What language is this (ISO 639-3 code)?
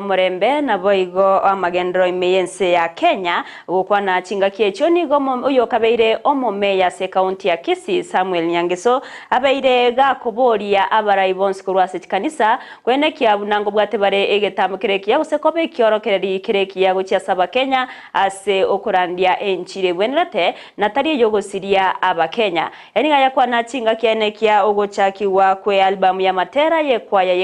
guz